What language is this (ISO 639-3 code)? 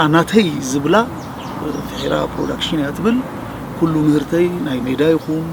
tir